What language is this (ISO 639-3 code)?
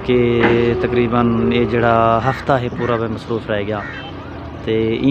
skr